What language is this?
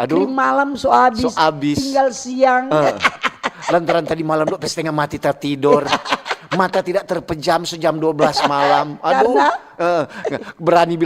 Manado Malay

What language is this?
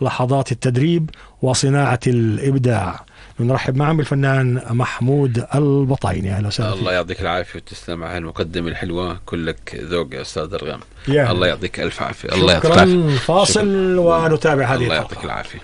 North Levantine Arabic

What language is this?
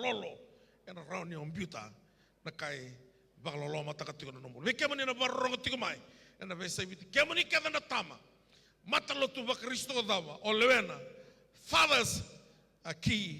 Fijian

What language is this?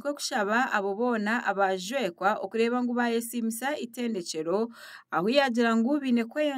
Nyankole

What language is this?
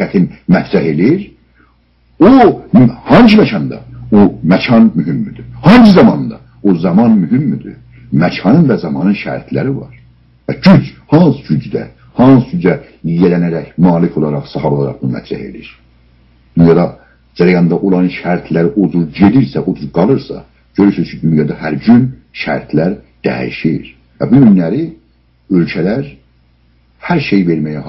South Azerbaijani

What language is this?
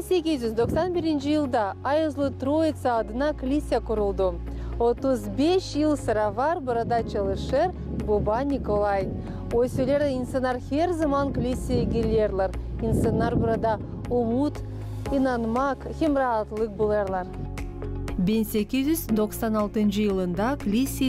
Gagauz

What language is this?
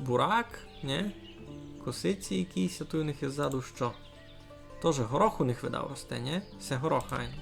Rusyn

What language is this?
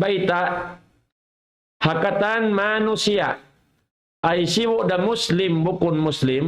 Tausug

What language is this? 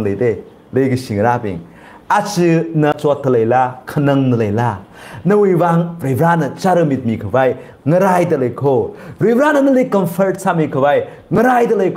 Tangkhul Naga (India)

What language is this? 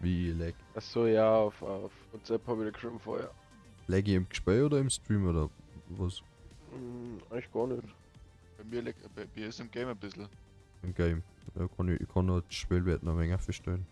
Bavarian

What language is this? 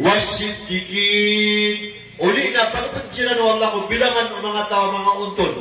Maranao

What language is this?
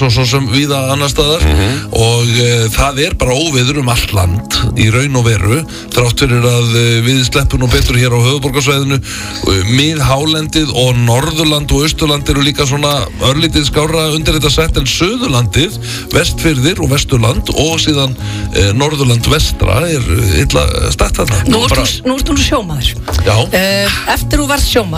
Icelandic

